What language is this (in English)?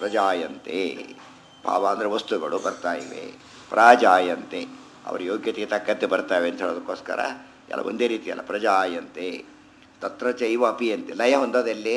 Kannada